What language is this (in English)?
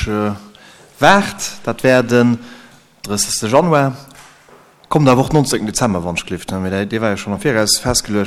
Luxembourgish